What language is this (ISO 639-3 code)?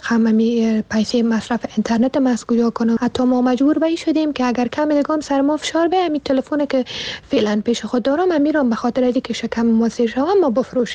fas